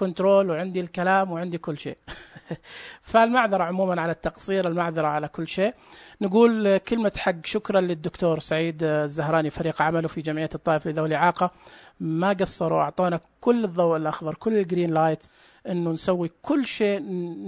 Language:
Najdi Arabic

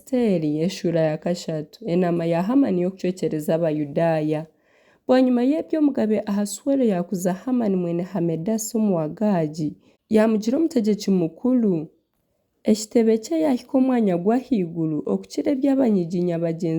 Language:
Nyankole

